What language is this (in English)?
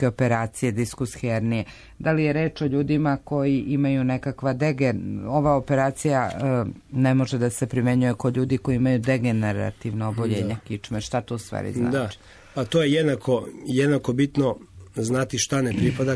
Serbian